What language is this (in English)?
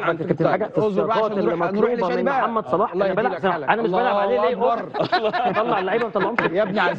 Egyptian Arabic